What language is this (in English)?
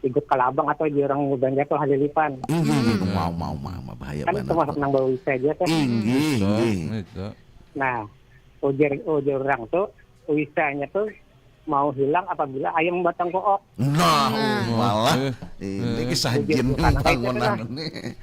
Banjar